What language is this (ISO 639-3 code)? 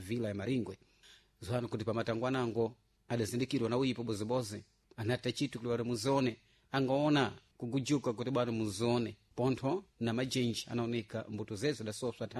seh